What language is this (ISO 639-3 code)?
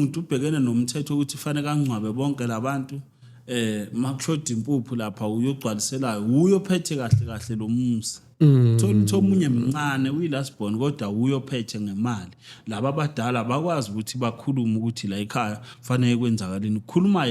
zul